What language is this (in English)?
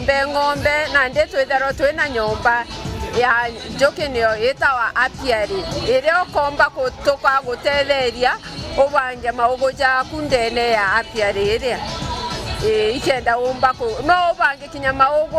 Meru